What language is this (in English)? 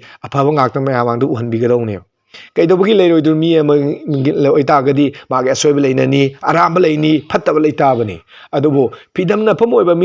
Manipuri